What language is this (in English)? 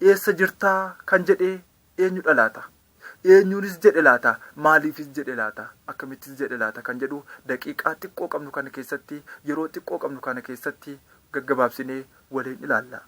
Oromo